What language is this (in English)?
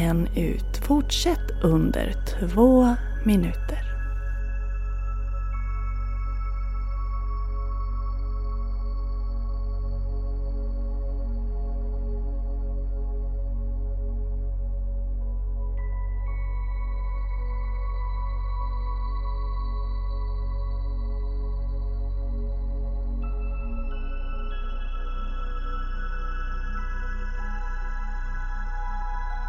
Swedish